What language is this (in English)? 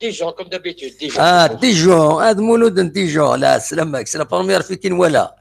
Kabyle